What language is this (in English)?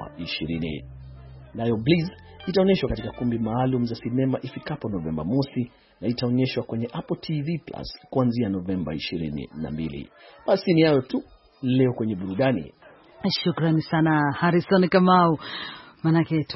Swahili